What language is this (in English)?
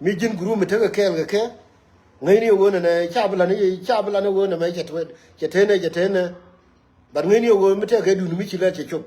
Nuer